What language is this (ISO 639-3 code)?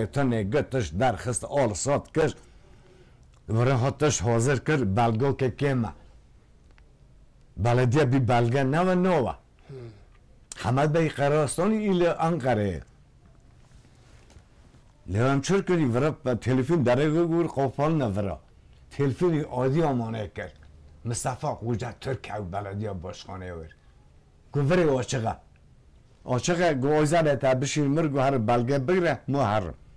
kur